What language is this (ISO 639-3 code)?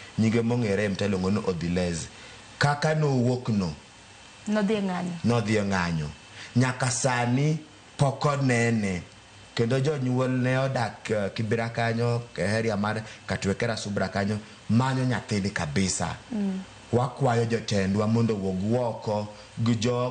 luo